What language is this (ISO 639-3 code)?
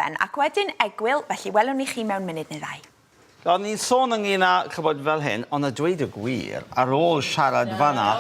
cym